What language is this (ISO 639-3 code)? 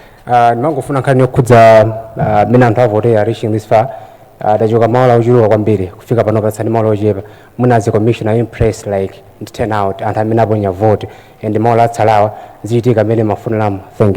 nya